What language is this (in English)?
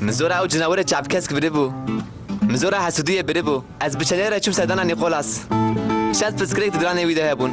Kurdish